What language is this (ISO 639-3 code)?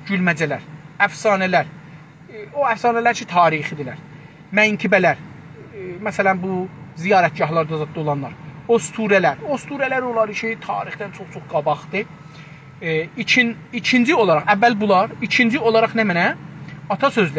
azb